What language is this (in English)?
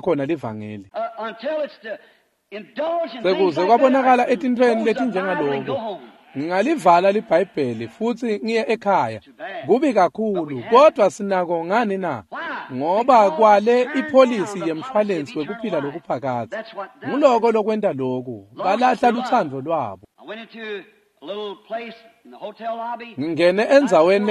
Swati